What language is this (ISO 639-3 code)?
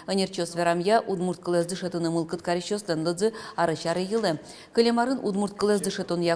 udm